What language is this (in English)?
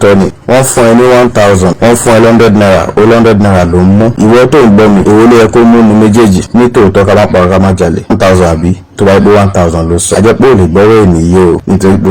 Yoruba